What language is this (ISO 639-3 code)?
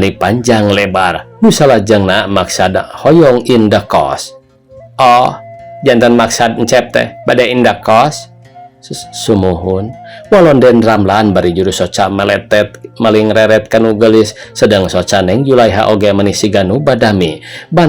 sun